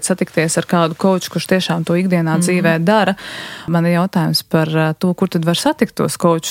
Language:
Latvian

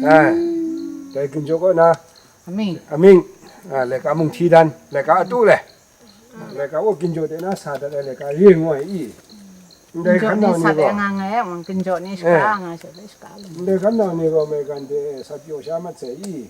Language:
Kachin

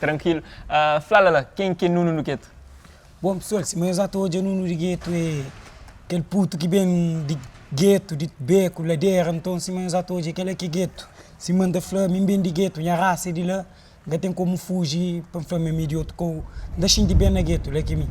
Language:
Kabuverdianu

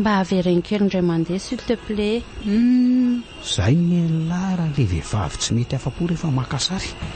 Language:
Malagasy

